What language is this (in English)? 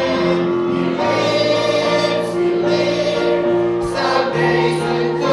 Hiligaynon